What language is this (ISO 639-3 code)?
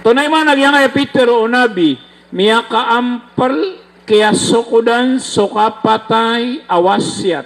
mrw